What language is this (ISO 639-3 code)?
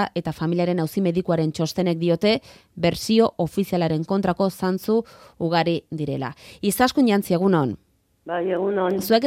eus